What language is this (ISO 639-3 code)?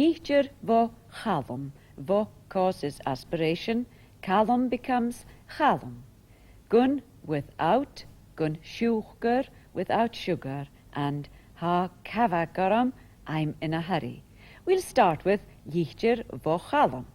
gla